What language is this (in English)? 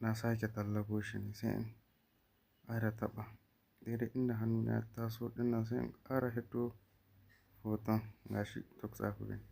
Hausa